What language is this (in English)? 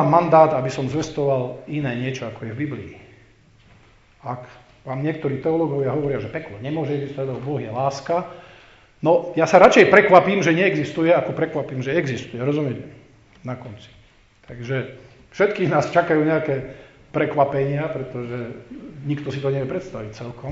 Slovak